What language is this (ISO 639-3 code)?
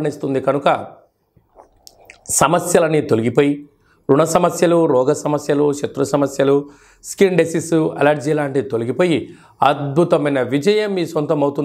tel